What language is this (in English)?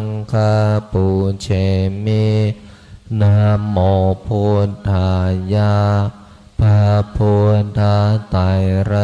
Pali